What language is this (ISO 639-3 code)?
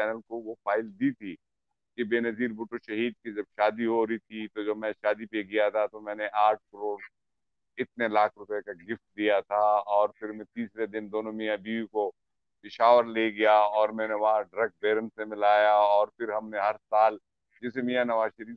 urd